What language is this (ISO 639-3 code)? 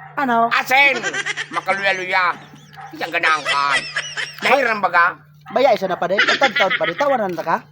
bik